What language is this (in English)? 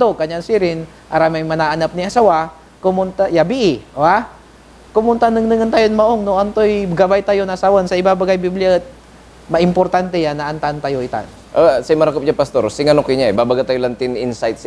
Pangasinan